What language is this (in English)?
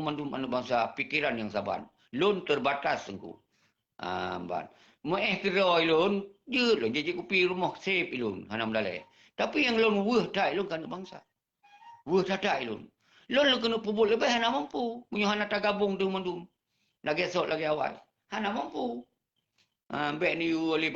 Achinese